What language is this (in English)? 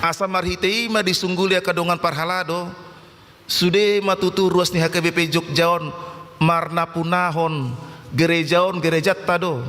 Batak Toba